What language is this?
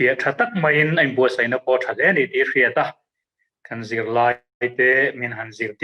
Mizo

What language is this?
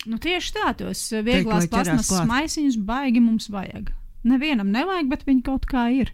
Latvian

